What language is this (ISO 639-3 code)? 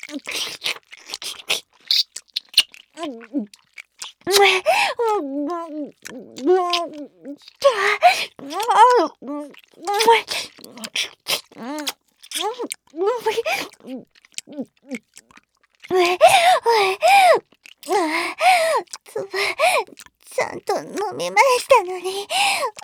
jpn